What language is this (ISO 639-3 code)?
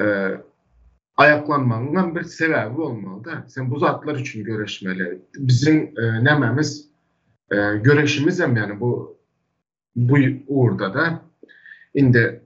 tuk